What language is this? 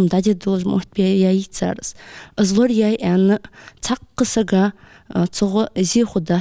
Ingush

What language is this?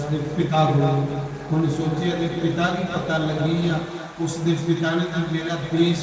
Dogri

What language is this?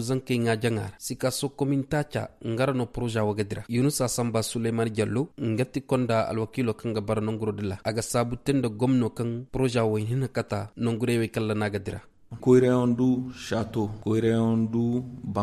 Koyraboro Senni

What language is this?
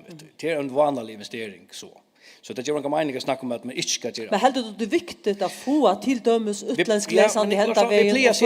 Faroese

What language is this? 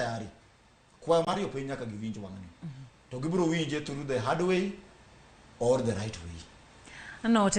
Luo (Kenya and Tanzania)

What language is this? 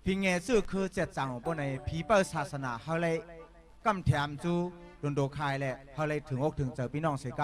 Shan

